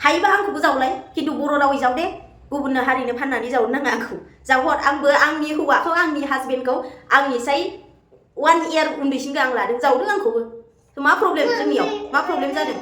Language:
Bodo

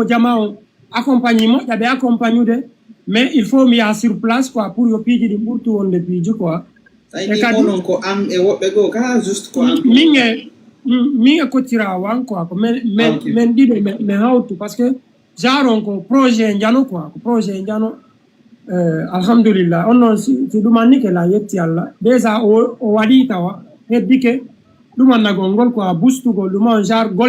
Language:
Fula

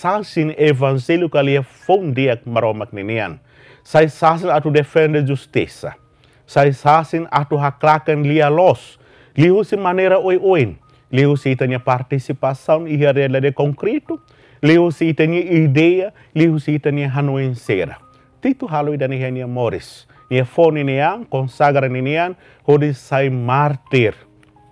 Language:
Tetum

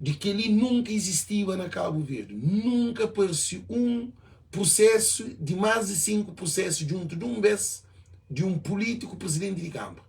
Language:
Kabuverdianu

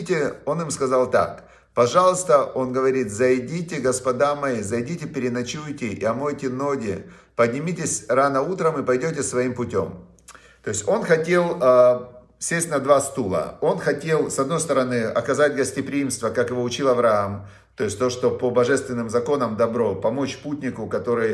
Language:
Russian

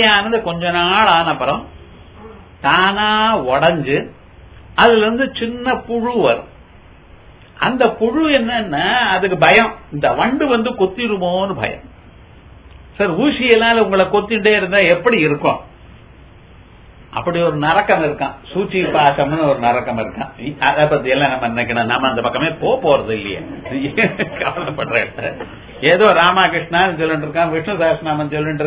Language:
Tamil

